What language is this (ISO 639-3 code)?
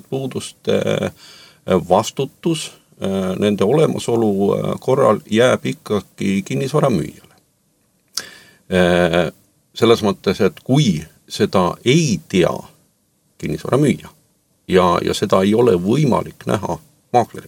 est